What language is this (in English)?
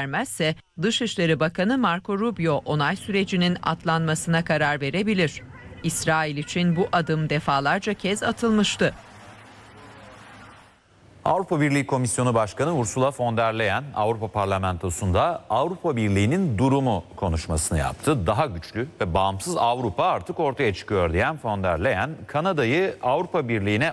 Turkish